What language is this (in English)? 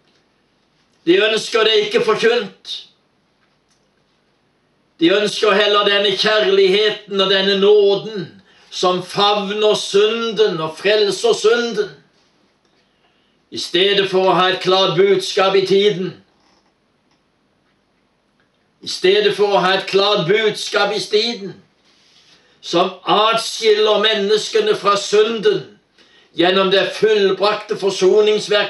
Norwegian